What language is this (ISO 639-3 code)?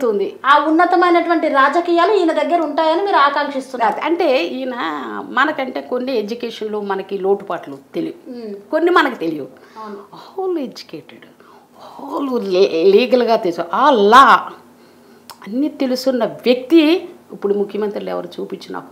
tel